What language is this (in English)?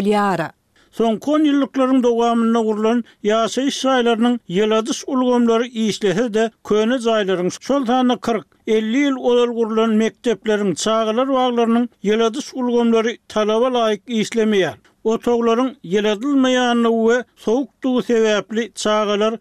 Turkmen